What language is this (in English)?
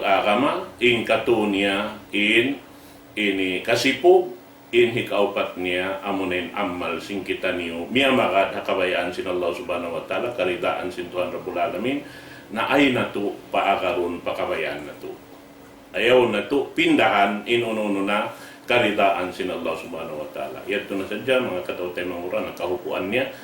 Tausug